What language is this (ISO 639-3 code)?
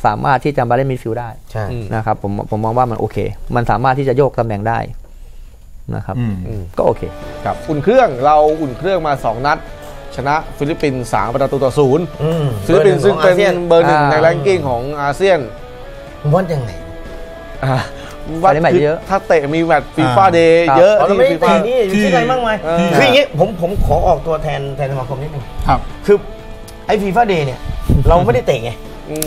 tha